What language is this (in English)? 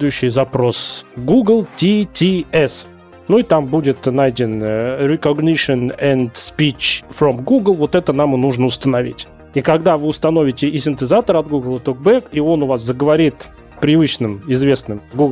Russian